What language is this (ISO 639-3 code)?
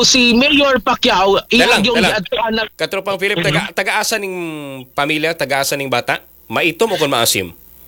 ceb